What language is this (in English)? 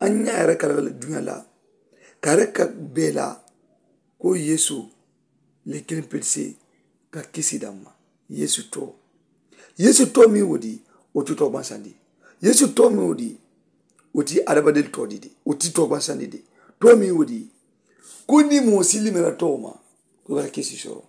Mandingo